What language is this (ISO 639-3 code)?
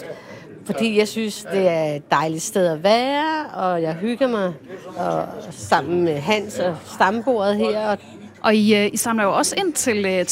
dan